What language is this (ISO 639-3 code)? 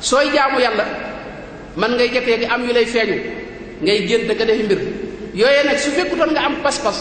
wol